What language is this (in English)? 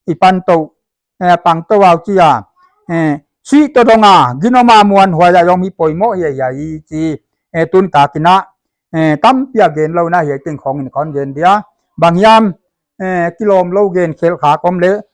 Paite Chin